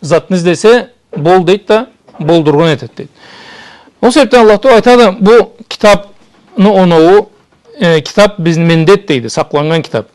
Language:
Karachay-Balkar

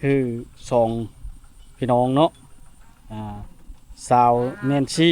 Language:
Lao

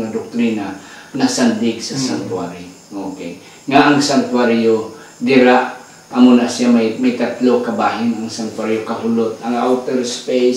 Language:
Hiligaynon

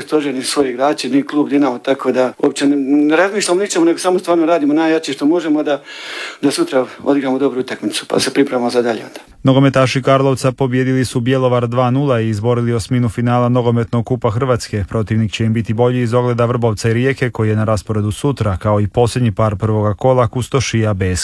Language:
Croatian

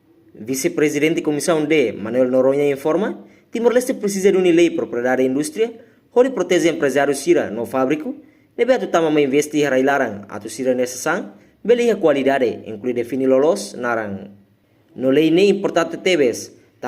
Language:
Tetum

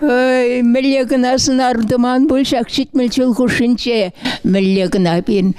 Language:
Chuvash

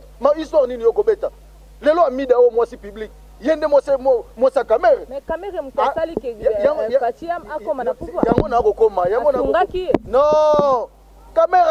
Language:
Lingala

